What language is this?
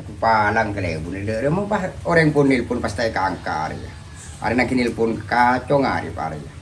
Madurese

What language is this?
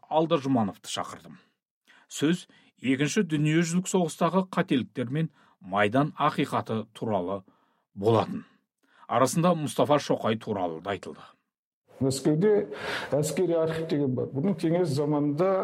Kazakh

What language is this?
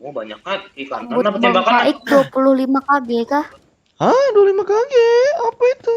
Banjar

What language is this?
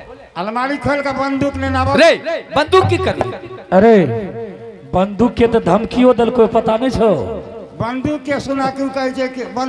Angika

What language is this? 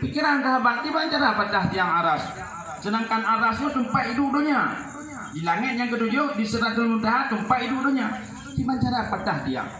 Achinese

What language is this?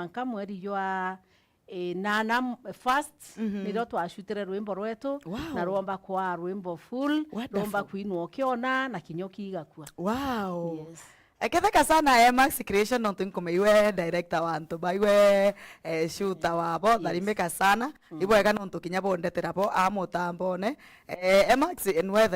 Meru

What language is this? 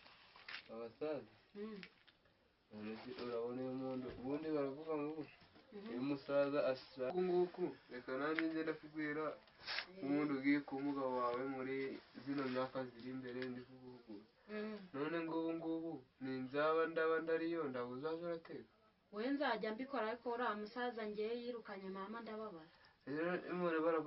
Kinyarwanda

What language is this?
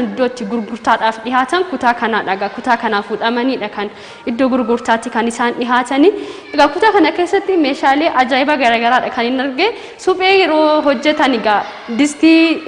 Oromo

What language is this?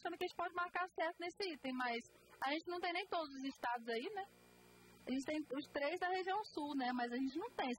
Portuguese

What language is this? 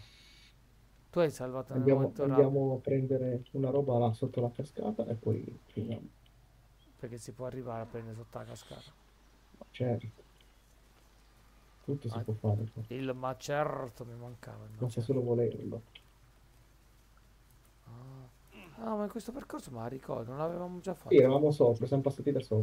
Italian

